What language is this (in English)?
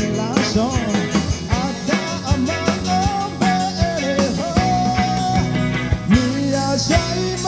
Akha